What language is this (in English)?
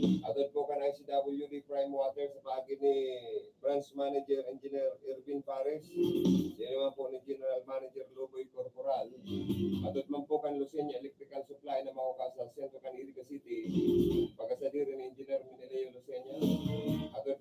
Bikol